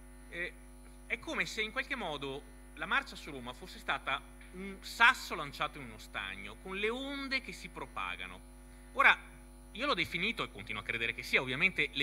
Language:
Italian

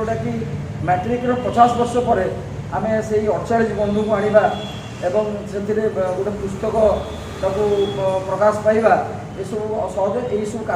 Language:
Odia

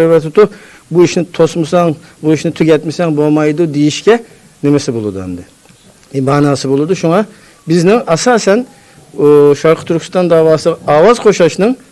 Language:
Uyghur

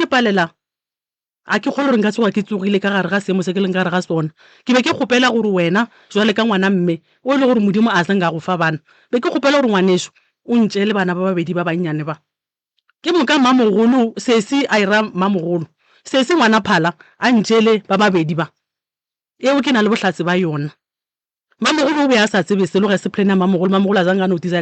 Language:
Northern Sotho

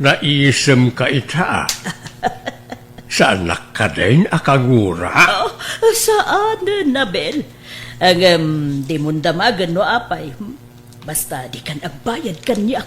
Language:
Iloko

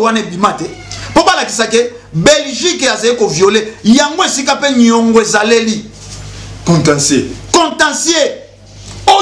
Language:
Lingala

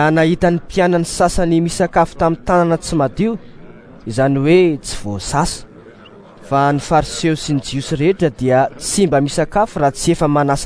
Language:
Malagasy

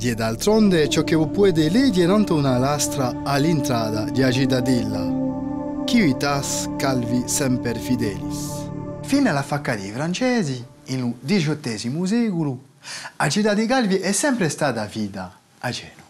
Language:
Corsican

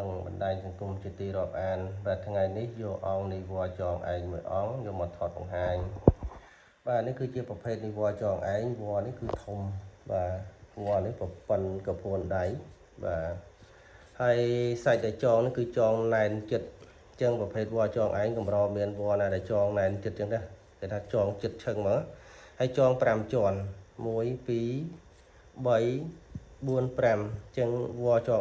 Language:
Khmer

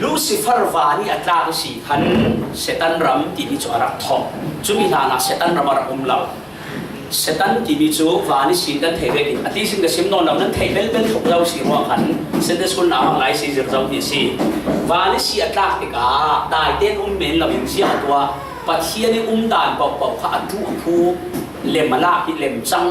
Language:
Falam Chin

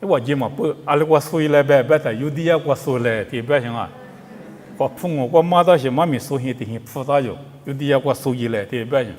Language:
Lisu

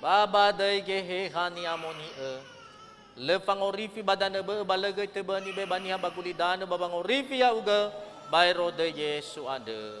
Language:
Nias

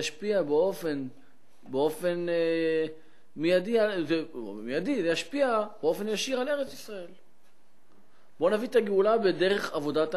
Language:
Hebrew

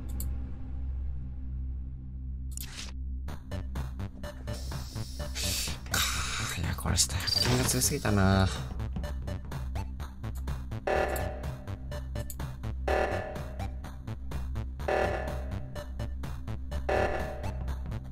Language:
Japanese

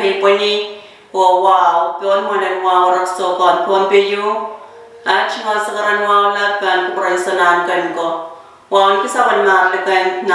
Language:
Pohnpeian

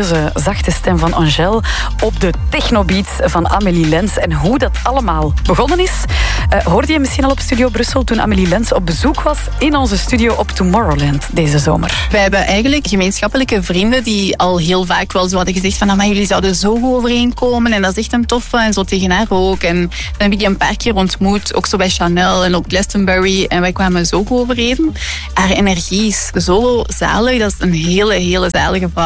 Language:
Dutch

